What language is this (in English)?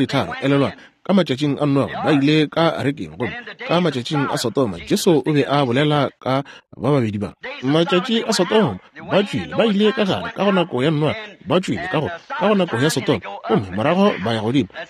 Northern Sotho